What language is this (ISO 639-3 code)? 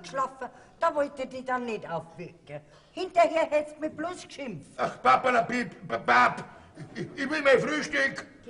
bar